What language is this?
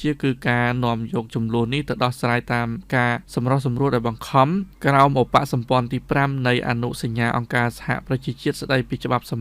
Khmer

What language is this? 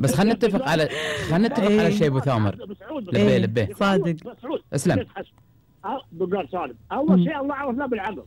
Gulf Arabic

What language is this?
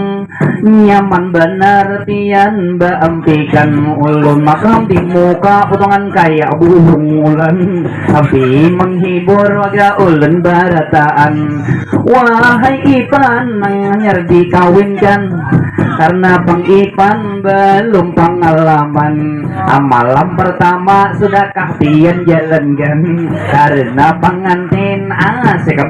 Banjar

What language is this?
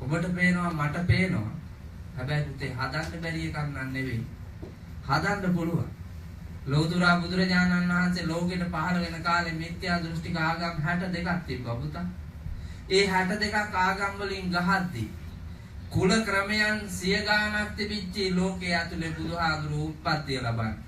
Sinhala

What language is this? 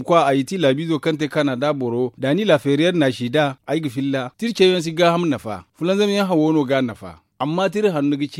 Zarma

